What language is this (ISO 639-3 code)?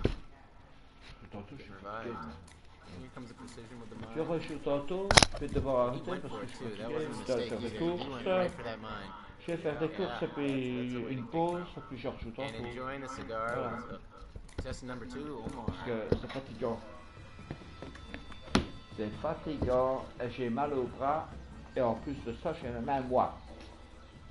fra